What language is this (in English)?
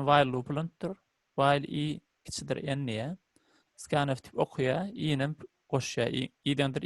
Turkmen